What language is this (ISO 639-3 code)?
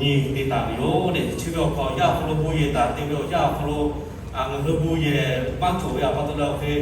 lhu